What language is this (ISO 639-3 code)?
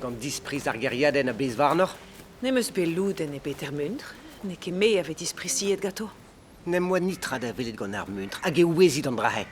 bre